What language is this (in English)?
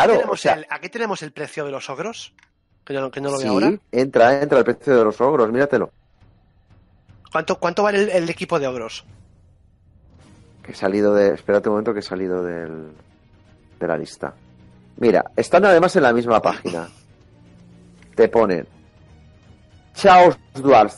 Spanish